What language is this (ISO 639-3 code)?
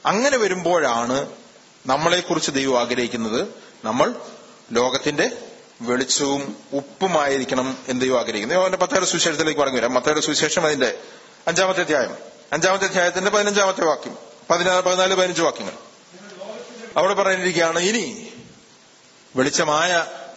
mal